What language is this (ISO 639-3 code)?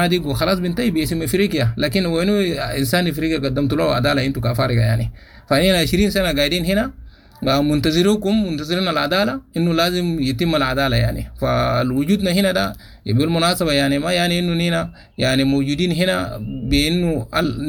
apd